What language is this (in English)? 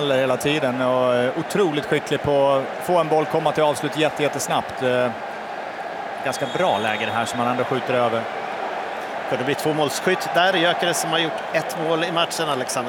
Swedish